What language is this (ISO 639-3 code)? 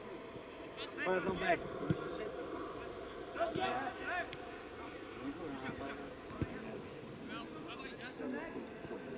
pol